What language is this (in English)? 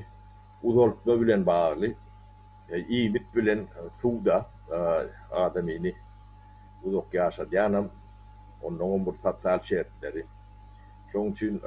Turkmen